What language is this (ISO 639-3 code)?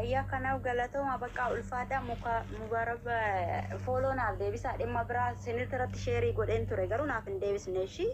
orm